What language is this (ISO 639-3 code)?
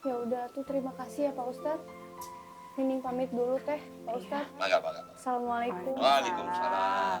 bew